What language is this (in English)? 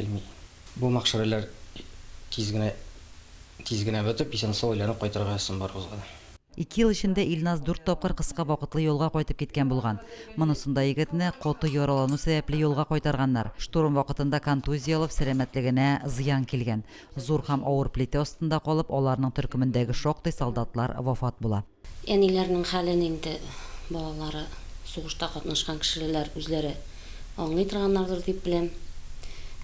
Tatar